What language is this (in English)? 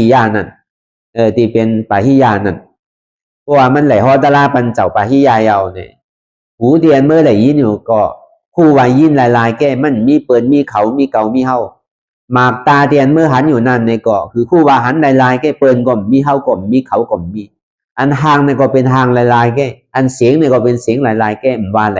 Shan